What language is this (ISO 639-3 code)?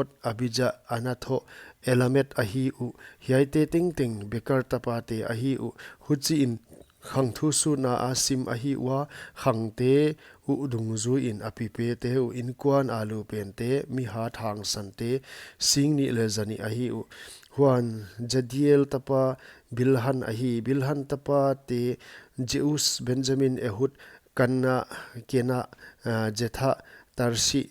pck